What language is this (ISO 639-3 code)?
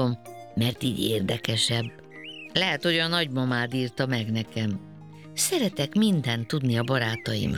hun